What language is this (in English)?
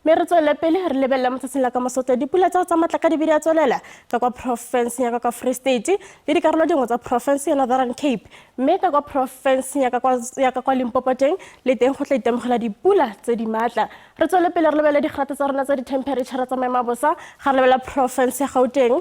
Tswana